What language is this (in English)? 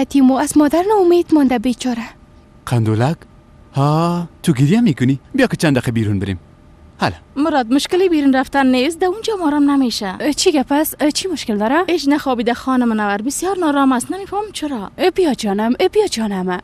Persian